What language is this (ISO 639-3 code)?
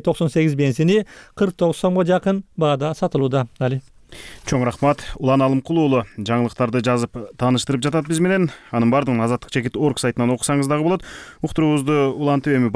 kir